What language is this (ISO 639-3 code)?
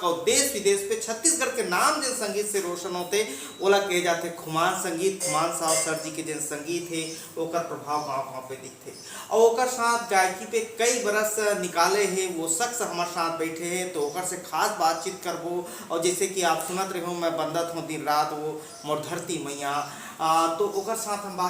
hne